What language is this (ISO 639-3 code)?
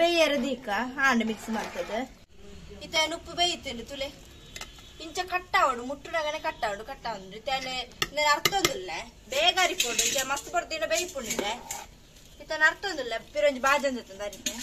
tcy